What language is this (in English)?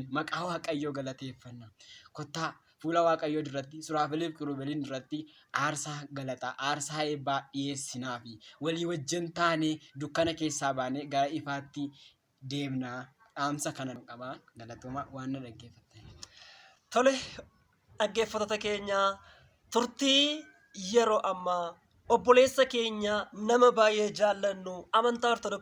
Oromo